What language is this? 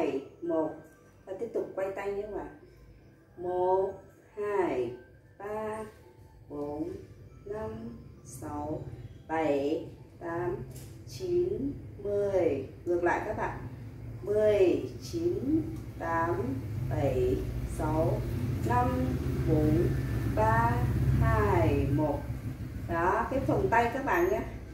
Vietnamese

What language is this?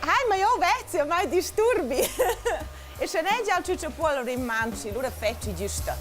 Romansh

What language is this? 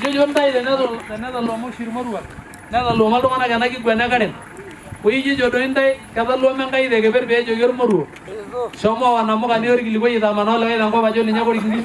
Masai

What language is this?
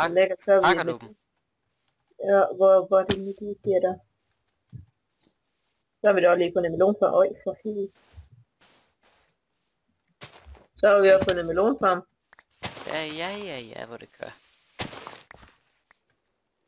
Danish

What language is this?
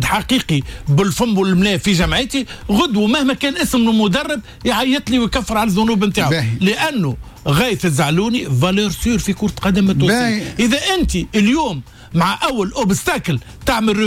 Tunisian Arabic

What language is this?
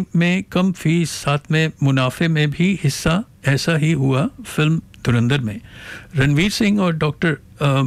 Hindi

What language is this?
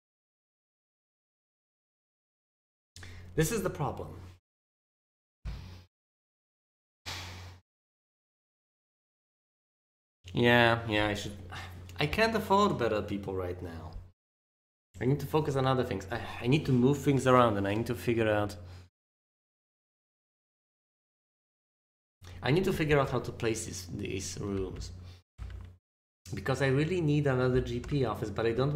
English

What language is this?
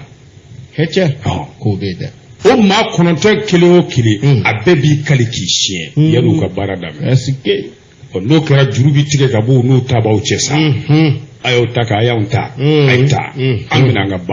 Bambara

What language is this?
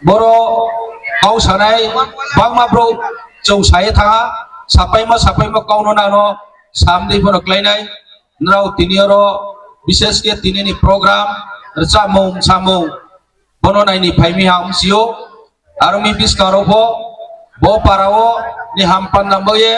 Riang (India)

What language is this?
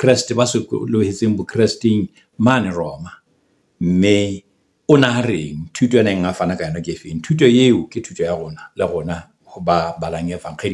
Southern Sotho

